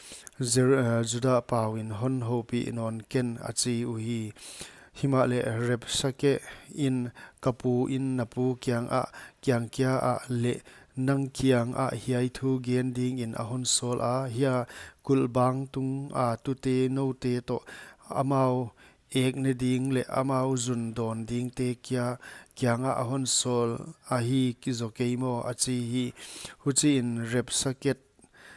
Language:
Paite Chin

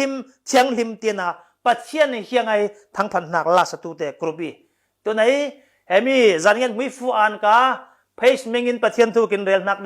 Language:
Falam Chin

